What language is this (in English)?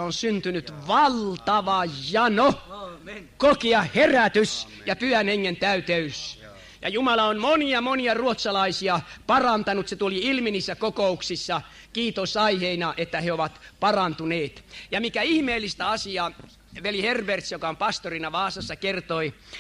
Finnish